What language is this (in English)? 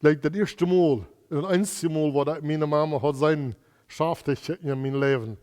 Plautdietsch